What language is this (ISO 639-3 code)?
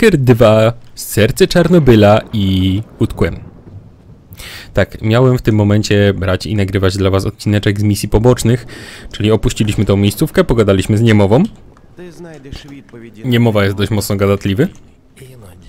pol